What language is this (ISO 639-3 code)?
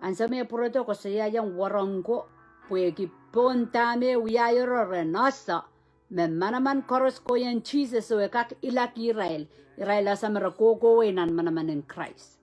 pon